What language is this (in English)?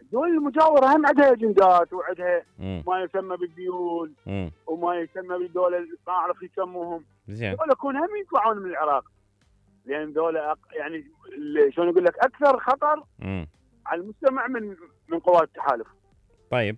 Mesopotamian Arabic